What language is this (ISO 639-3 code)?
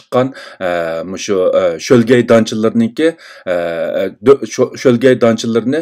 uig